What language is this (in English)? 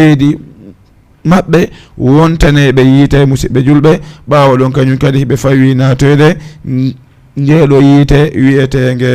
Fula